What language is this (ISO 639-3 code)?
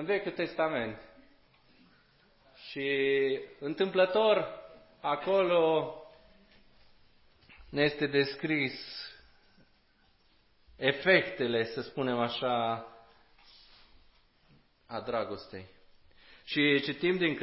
ron